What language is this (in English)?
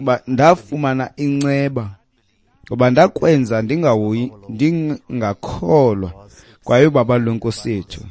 Xhosa